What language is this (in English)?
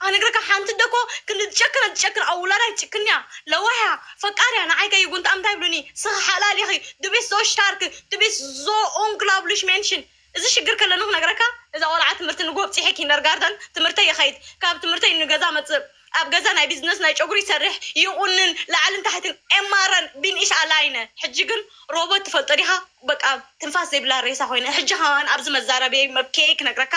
Tigrinya